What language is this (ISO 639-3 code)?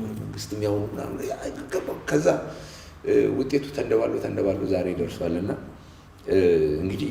amh